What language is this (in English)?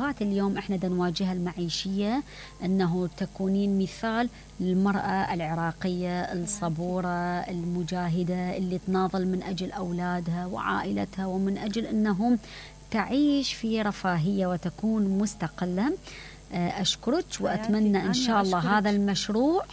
Mesopotamian Arabic